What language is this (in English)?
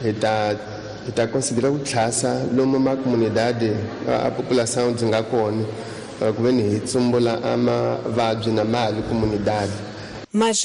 Tsonga